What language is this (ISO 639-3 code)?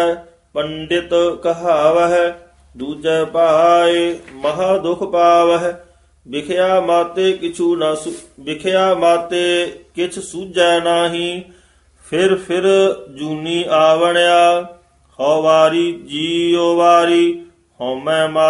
pan